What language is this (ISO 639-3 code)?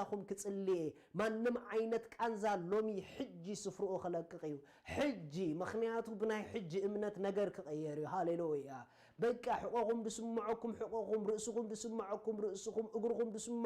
tir